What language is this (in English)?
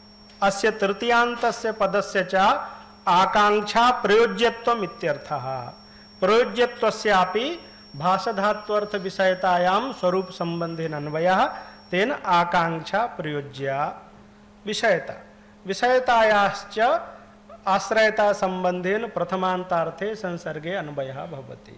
Sanskrit